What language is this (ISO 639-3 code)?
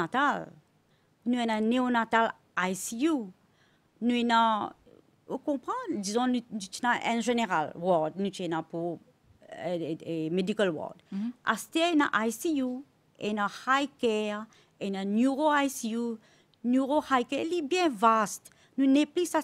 mfe